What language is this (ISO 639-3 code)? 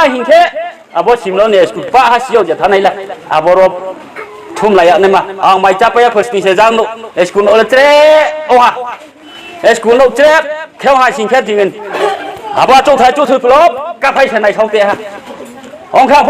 ria